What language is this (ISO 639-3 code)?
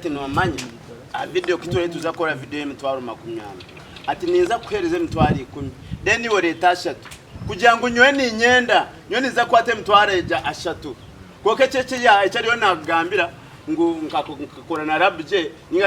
nyn